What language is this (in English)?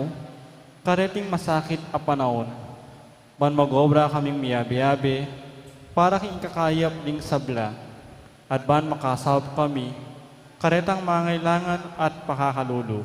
Pampanga